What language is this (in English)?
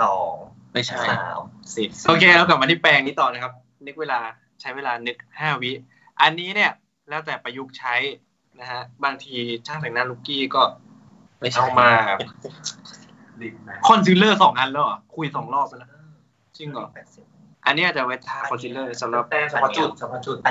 Thai